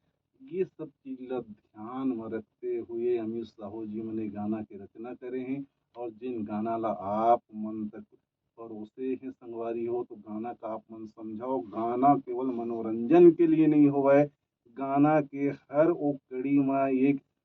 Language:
Chhattisgarhi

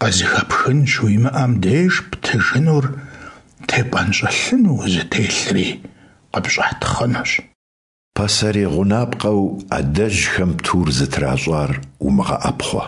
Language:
Kabardian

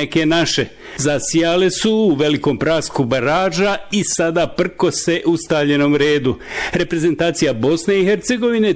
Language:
Bosnian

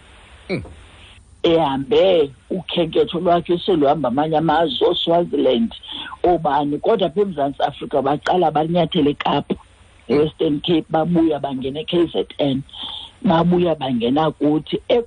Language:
Xhosa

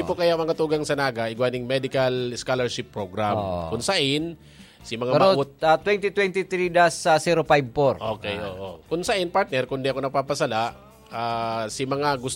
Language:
Bikol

